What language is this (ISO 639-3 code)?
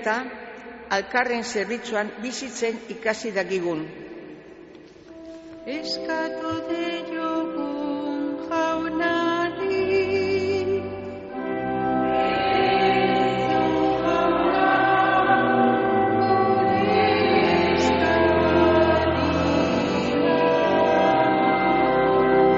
eus